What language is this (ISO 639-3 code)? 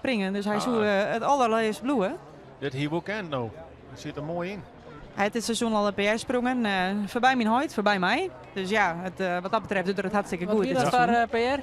fry